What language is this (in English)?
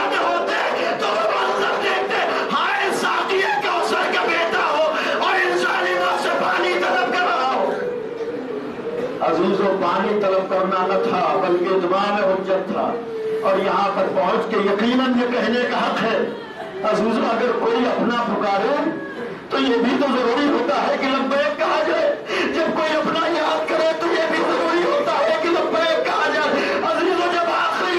Urdu